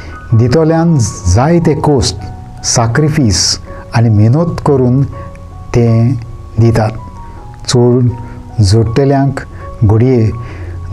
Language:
Konkani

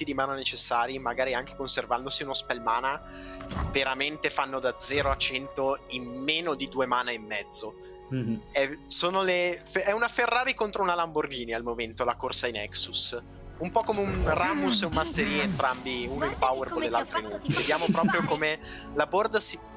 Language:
Italian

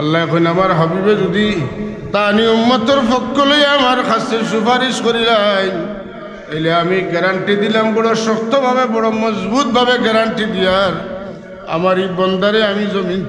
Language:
Sylheti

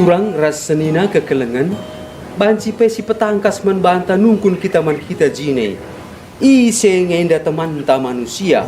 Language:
Batak Karo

